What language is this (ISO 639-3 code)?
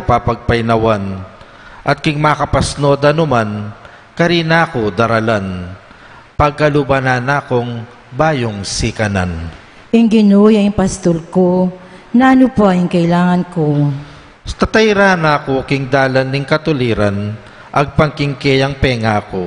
pam